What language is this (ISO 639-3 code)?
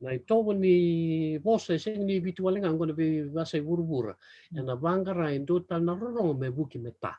fij